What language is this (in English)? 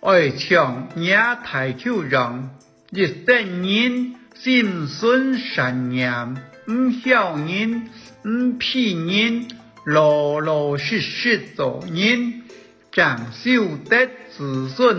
Hakka Chinese